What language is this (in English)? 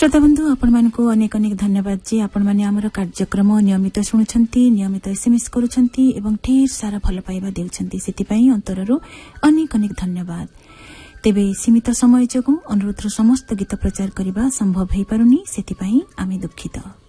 Odia